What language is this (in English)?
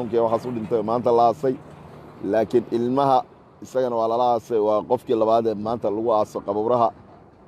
Somali